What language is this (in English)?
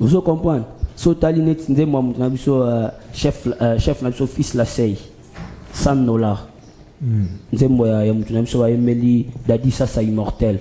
Lingala